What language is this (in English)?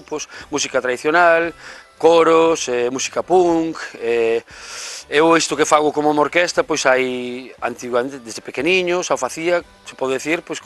Galician